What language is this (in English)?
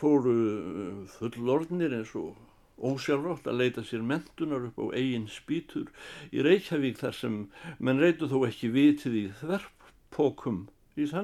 Icelandic